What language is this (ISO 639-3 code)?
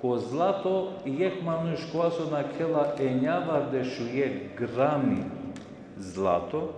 rmn